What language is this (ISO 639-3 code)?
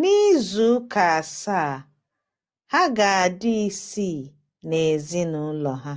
ibo